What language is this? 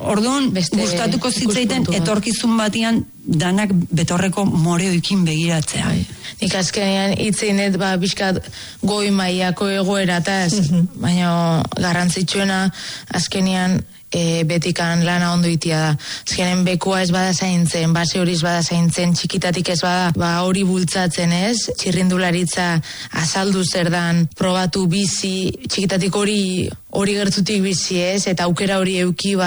Basque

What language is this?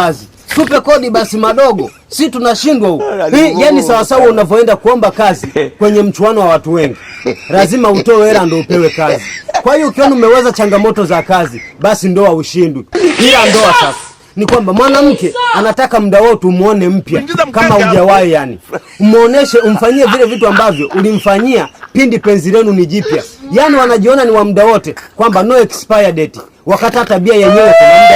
Swahili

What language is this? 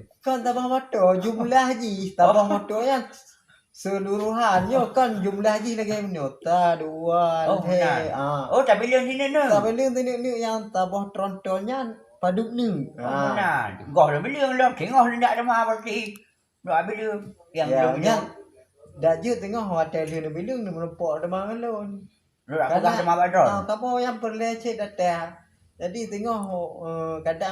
Achinese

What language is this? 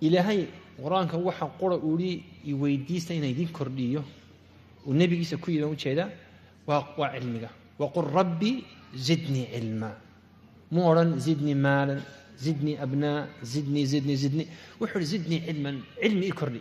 Somali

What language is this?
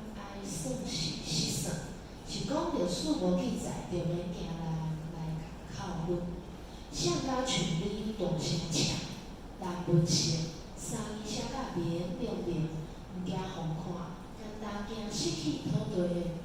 Min Nan Chinese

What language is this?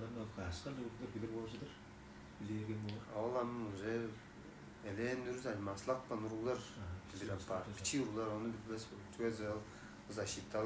Tuvinian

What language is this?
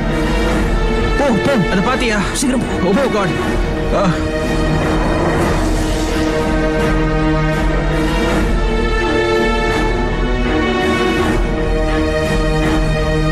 Tamil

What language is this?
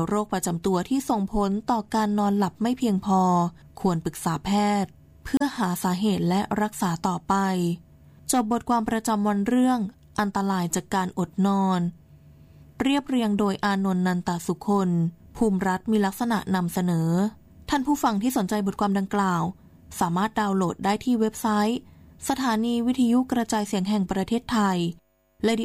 Thai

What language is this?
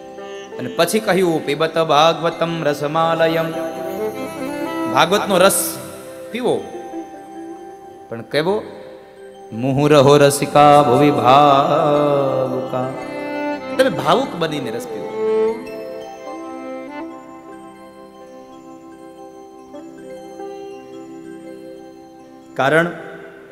Gujarati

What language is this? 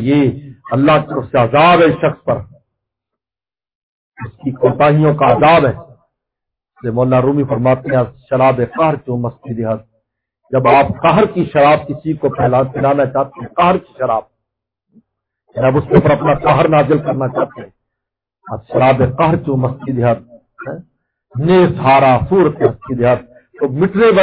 Urdu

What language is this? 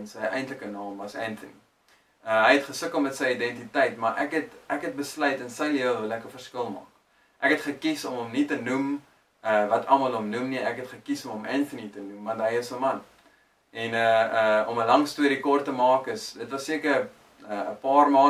Afrikaans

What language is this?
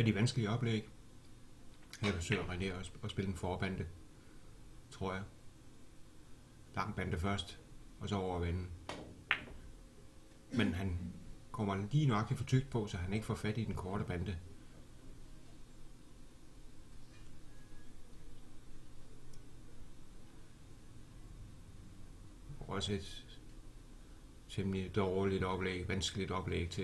Danish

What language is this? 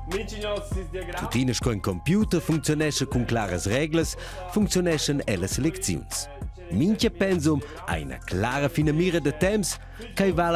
Romansh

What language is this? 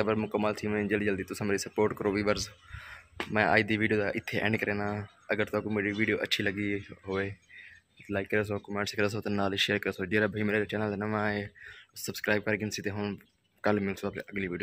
Saraiki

